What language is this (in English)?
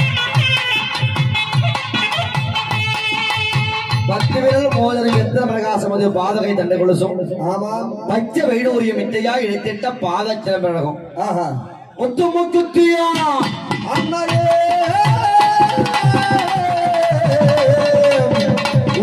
Tamil